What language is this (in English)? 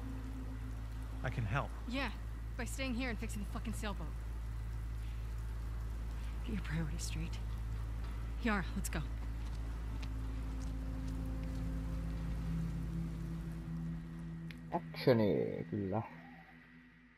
Finnish